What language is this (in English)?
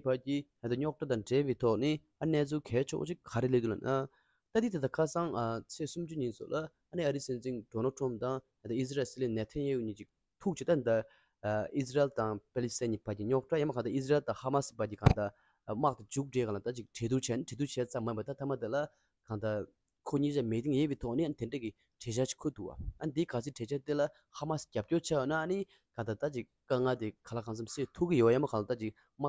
Tibetan